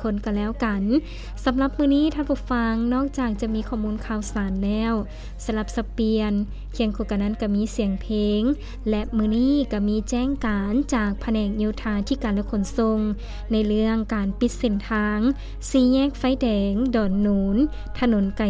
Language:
Lao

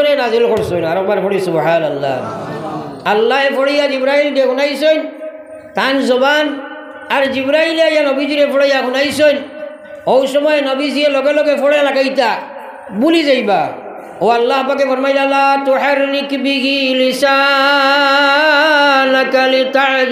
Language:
Sylheti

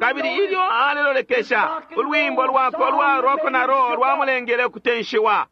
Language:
Bemba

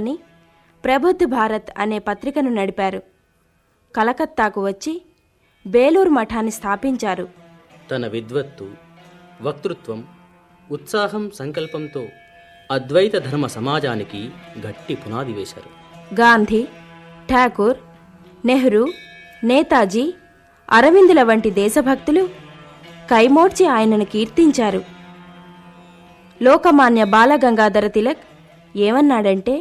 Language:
Telugu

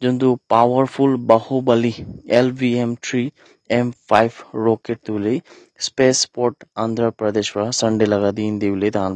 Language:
Naga Pidgin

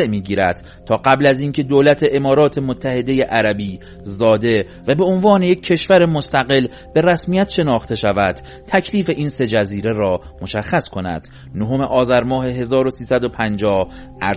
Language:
Persian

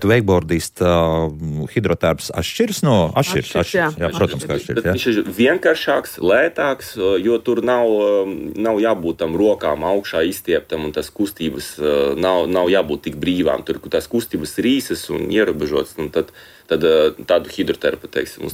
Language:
Latvian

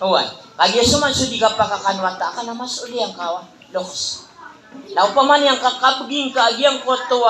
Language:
Maranao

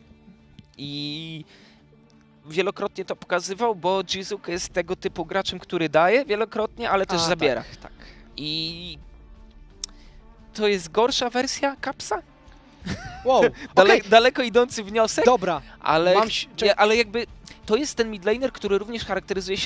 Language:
Polish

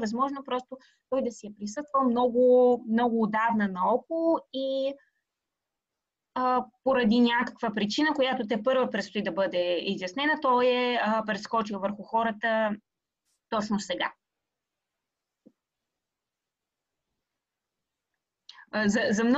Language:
Bulgarian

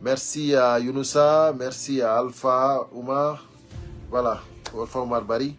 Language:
Fula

